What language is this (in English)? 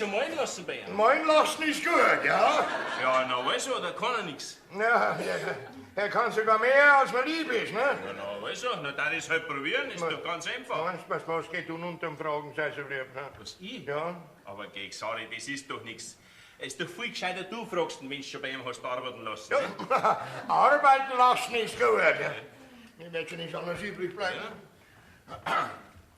Bavarian